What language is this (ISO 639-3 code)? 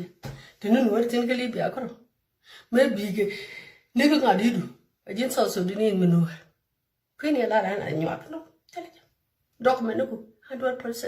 nus